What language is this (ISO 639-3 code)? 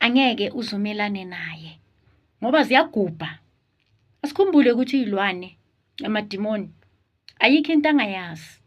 zul